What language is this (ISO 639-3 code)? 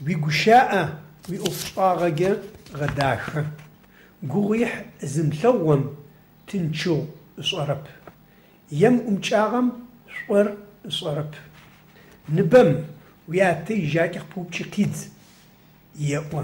ady